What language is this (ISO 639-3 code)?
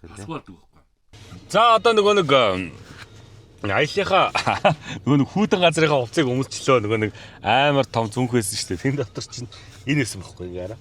mon